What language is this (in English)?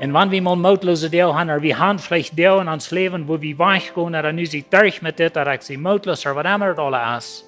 Plautdietsch